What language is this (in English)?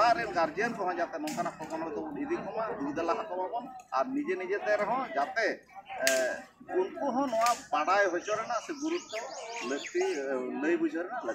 Santali